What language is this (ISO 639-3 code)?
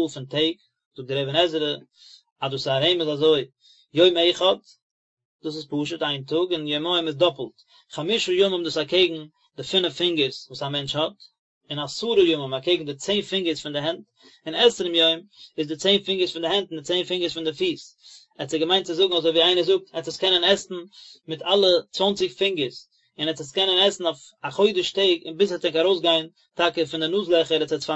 yid